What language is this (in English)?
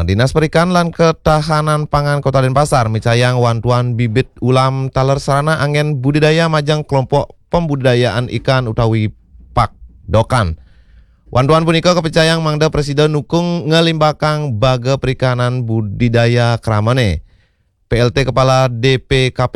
Balinese